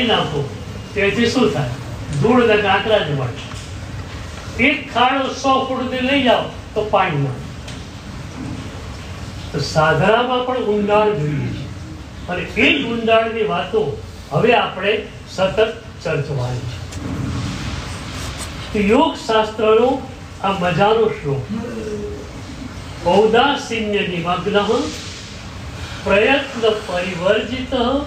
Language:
Gujarati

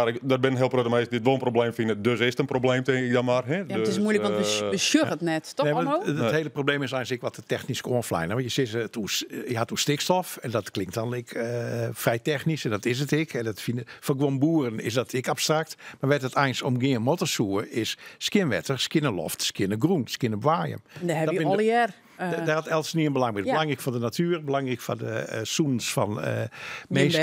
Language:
Western Frisian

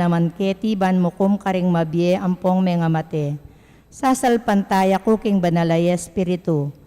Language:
Pampanga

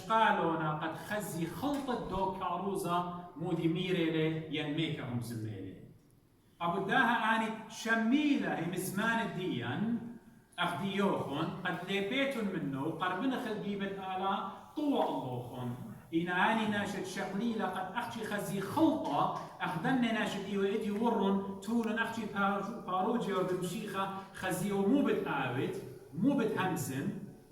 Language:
Assyrian Neo-Aramaic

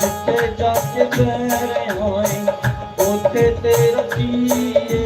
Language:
Dogri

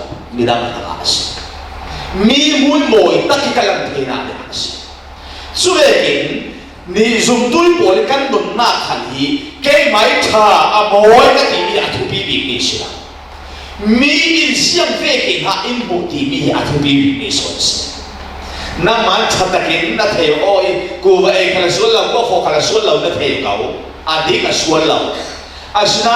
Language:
Falam Chin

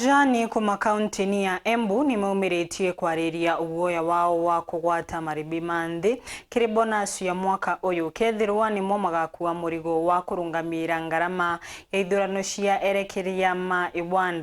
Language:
Meru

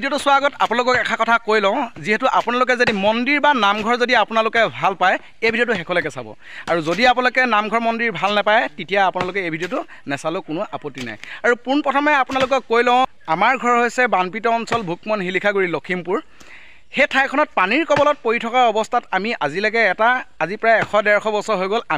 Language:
Assamese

